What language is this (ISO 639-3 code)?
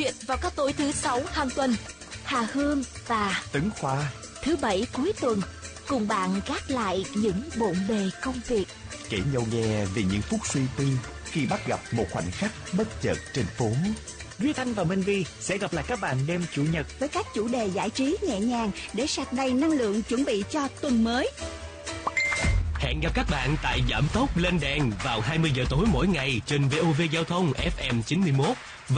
vie